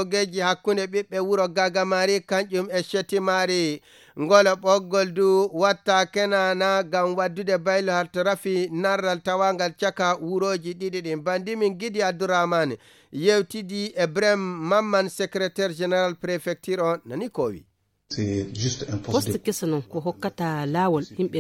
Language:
Fula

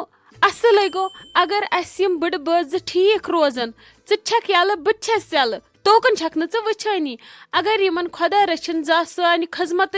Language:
Kashmiri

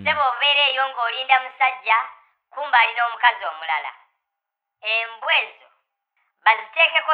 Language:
Ganda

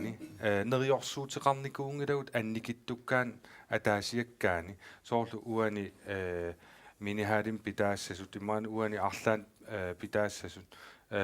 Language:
Kalaallisut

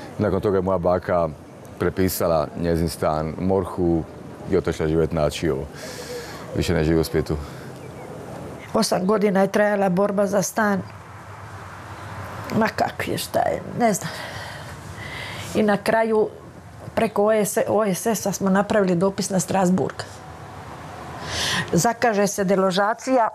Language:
Croatian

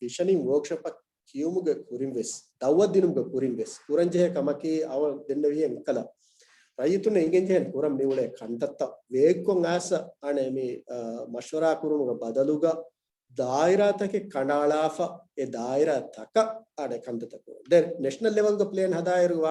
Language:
Divehi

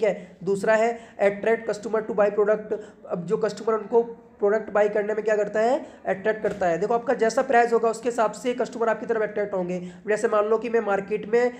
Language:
Hindi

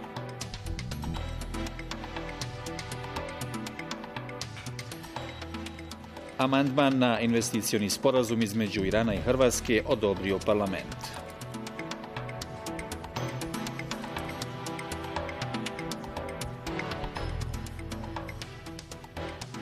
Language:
Bosnian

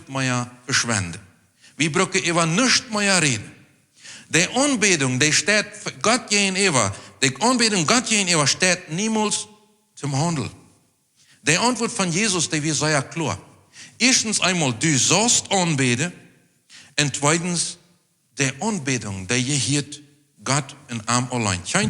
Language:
Plautdietsch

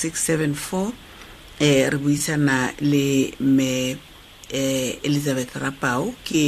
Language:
Tswana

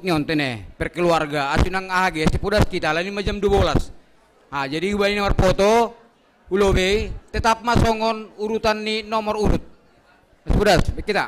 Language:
Batak Simalungun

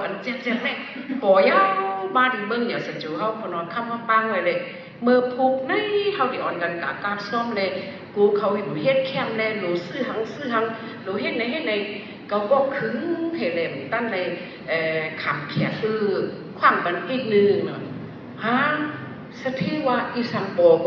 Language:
Shan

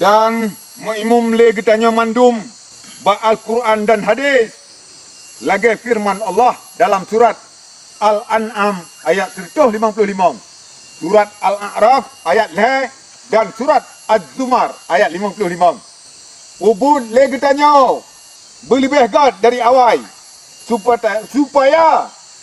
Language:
Achinese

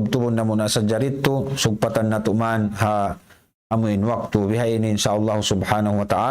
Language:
Tausug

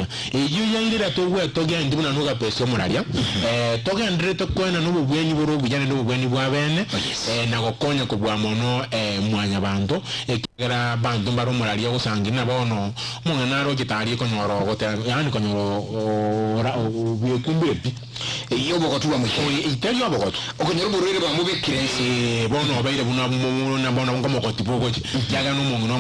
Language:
Gusii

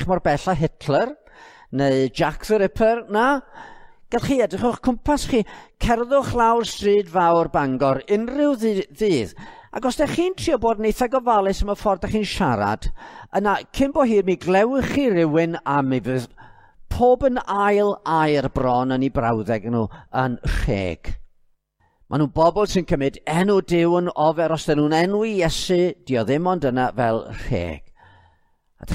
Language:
Welsh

